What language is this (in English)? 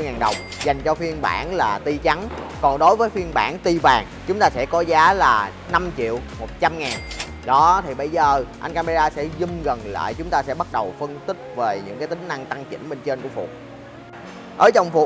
Vietnamese